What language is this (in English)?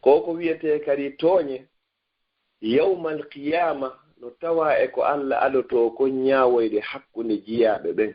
Fula